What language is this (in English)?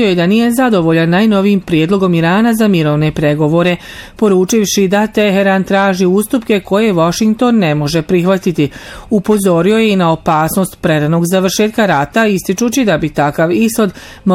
Bosnian